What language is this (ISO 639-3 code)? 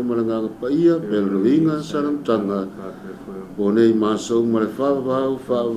smo